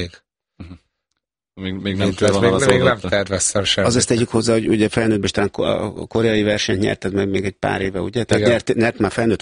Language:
Hungarian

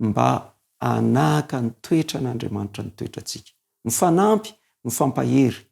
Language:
Malagasy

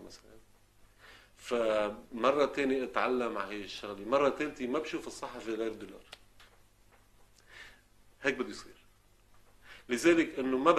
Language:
North Levantine Arabic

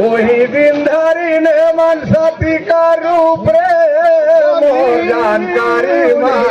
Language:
Surgujia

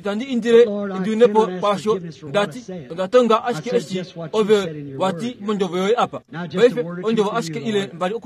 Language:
Kuanyama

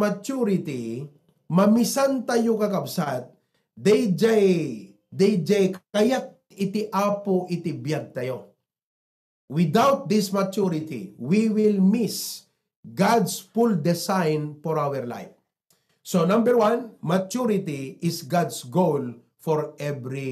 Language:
Iloko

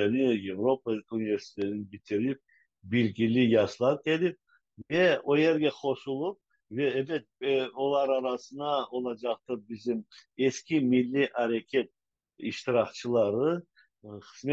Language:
Crimean Tatar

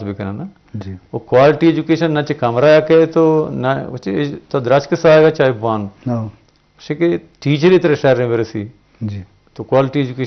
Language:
Eastern Balochi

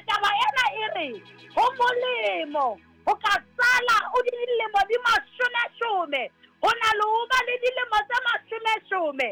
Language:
Southern Sotho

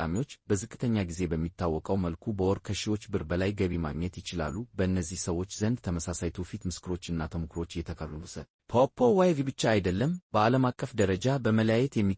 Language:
Amharic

